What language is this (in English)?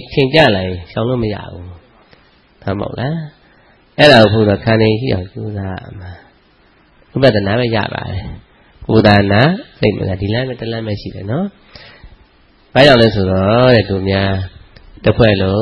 Burmese